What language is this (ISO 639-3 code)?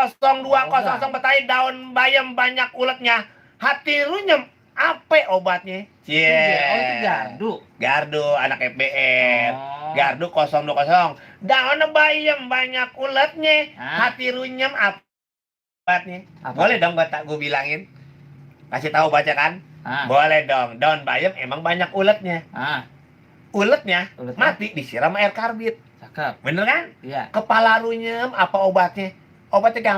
bew